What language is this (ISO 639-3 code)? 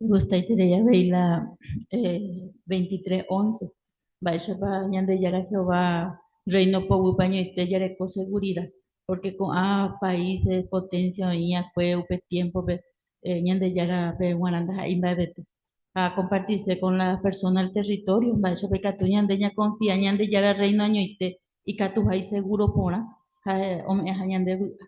grn